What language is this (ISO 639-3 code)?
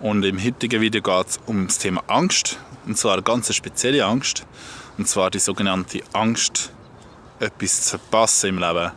gsw